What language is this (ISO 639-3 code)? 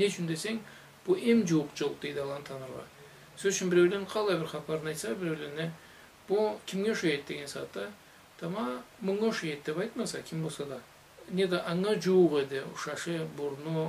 krc